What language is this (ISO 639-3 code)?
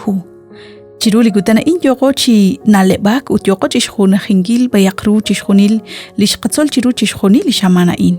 kek